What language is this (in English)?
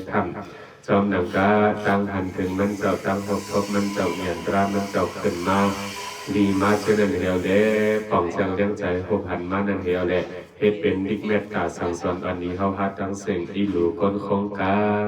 Shan